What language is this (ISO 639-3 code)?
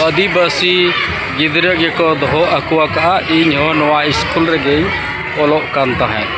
sat